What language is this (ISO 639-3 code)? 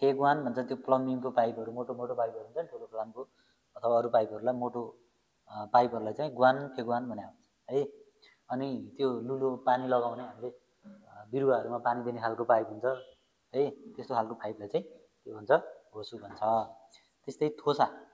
nep